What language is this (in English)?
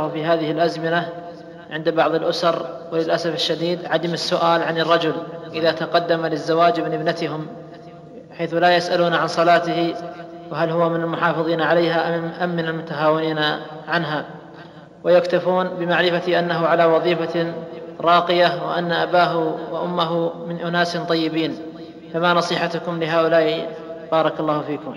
Arabic